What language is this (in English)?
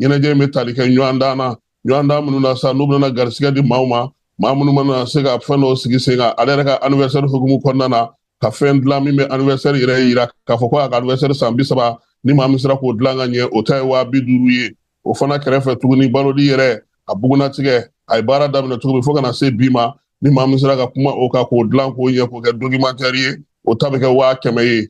Bambara